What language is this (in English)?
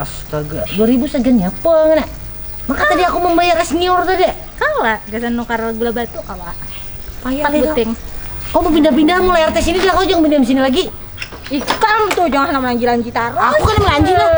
Banjar